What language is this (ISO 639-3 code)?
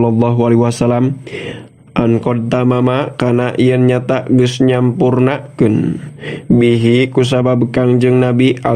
sun